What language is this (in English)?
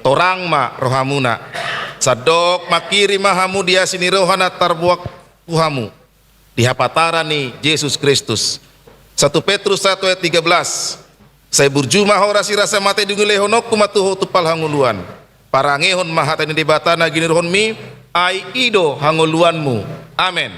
Batak Toba